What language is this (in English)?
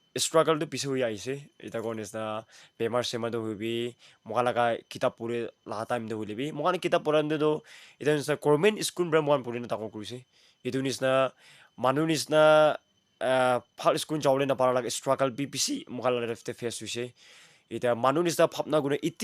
Naga Pidgin